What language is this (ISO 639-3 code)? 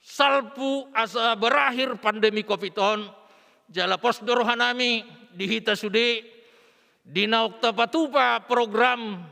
bbc